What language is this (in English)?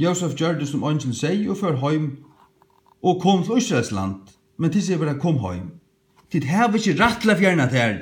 Faroese